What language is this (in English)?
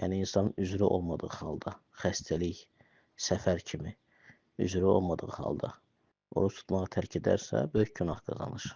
Azerbaijani